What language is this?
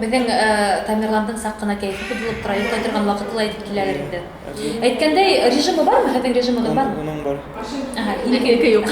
Bashkir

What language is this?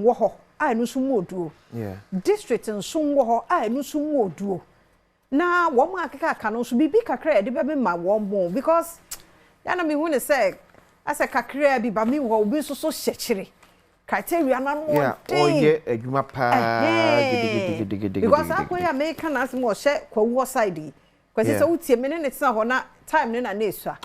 Akan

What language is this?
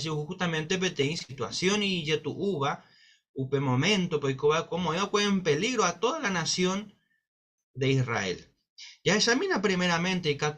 Guarani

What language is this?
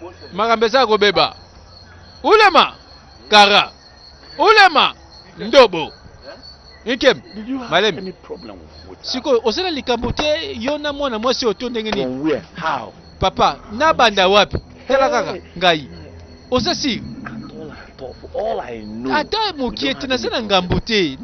Lingala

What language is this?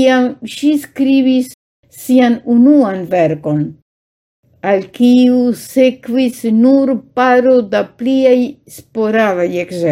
Esperanto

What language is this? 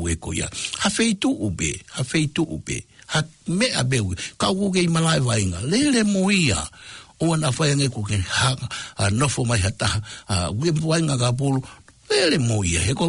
Tongan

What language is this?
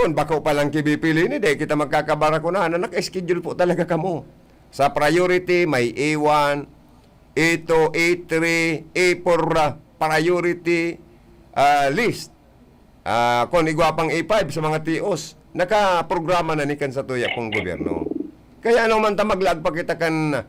Bikol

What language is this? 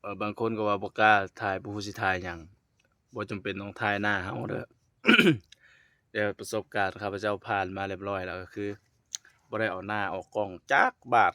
Lao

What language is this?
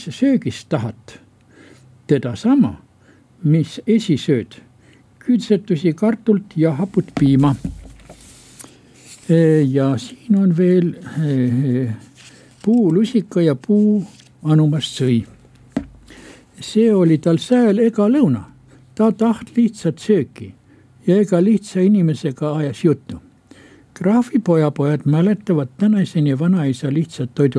Estonian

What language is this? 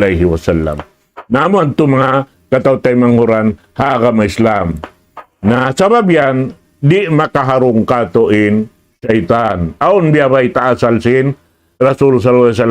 Tausug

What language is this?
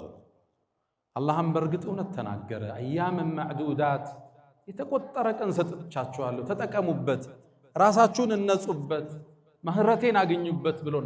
Amharic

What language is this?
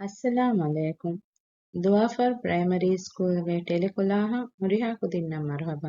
Divehi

